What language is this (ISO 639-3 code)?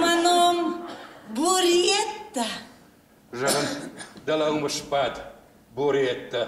oss